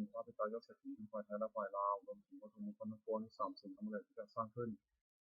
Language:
Pali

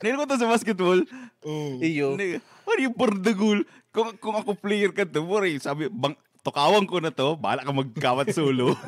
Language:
Bikol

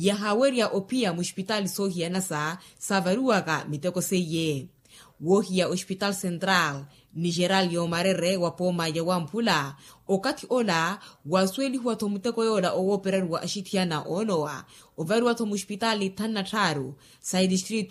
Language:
Makhuwa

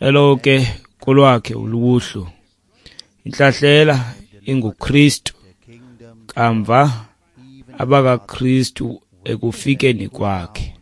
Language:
Xhosa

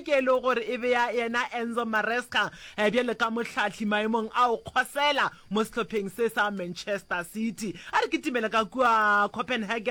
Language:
Northern Sotho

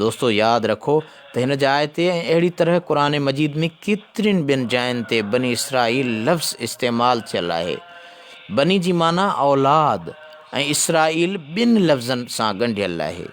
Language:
Sindhi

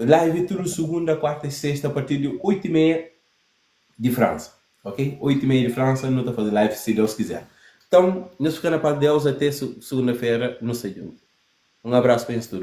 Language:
Kabuverdianu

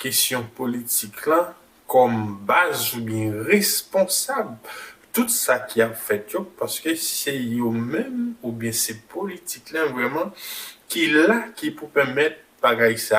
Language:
Haitian Creole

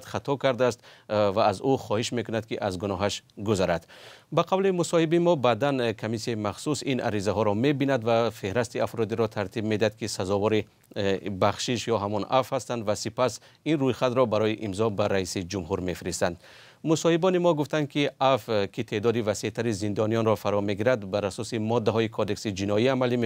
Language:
Tajik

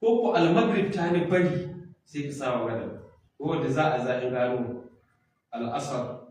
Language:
Hausa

